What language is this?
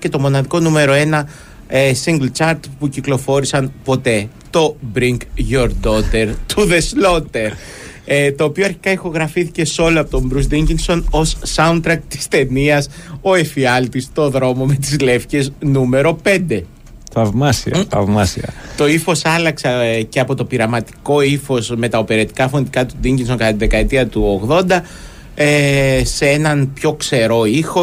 Greek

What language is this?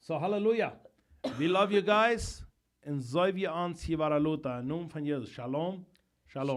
Plautdietsch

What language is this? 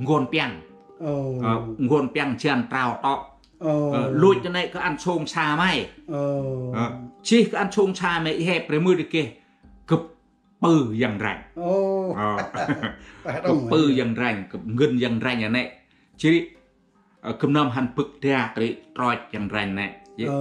Central Mnong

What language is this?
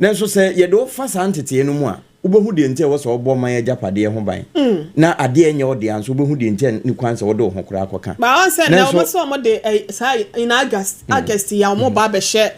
Akan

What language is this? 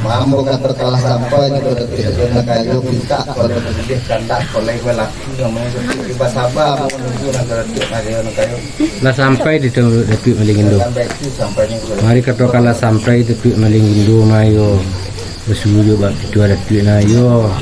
Minangkabau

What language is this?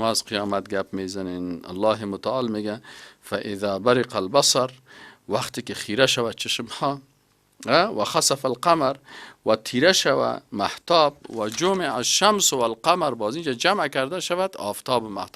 Persian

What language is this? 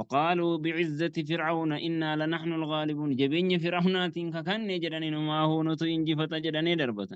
Oromo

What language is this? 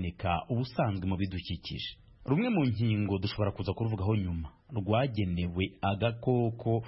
Kinyarwanda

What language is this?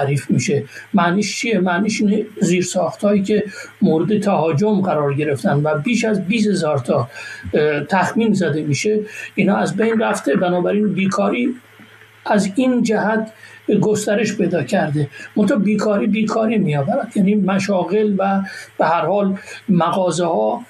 Persian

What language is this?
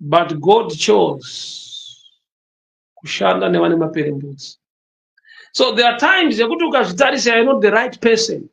Shona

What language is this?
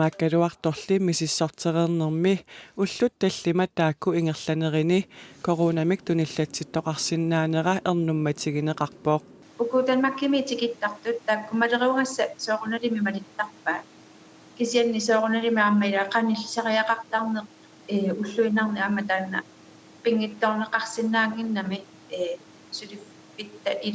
Kalaallisut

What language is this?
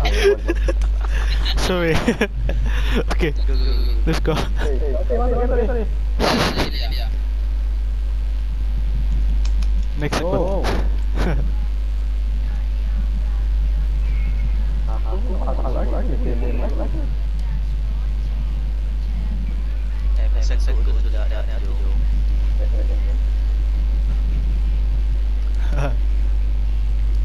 Malay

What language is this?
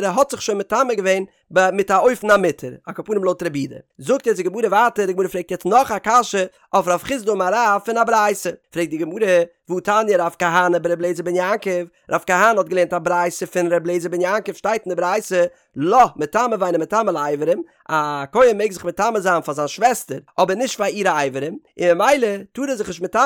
Yiddish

